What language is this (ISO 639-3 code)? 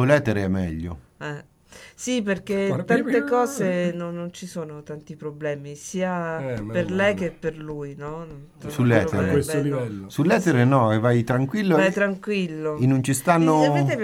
ita